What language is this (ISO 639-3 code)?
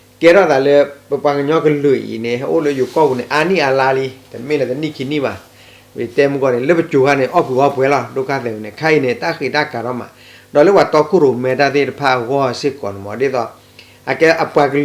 ksw